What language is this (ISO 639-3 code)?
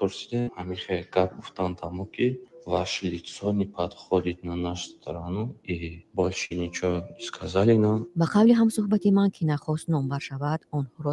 tgk